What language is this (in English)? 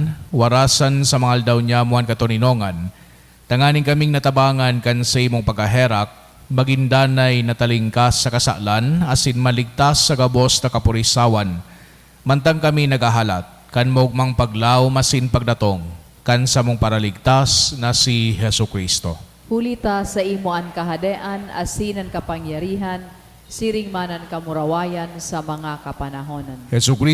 Bikol